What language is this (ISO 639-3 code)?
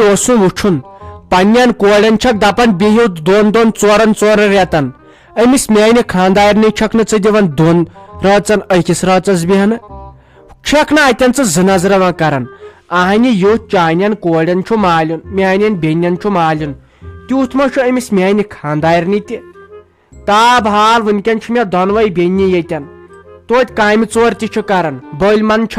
kas